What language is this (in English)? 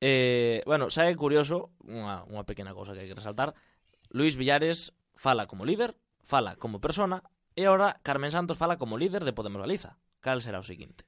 Galician